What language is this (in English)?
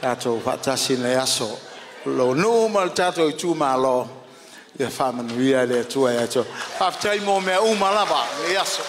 Samoan